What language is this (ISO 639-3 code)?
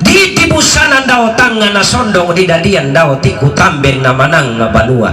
sda